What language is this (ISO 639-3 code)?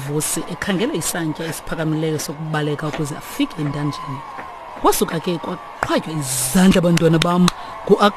xho